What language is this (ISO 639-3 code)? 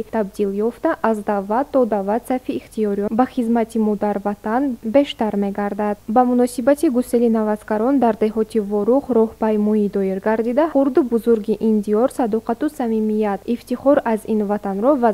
tgk